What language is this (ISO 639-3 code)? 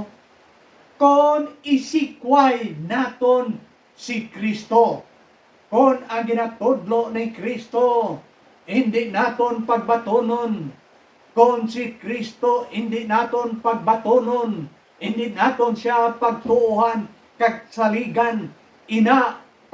hil